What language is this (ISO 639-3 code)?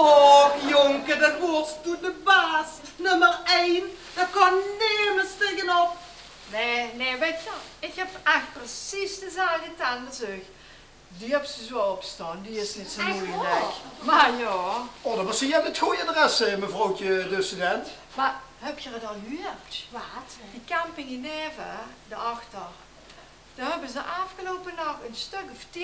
lim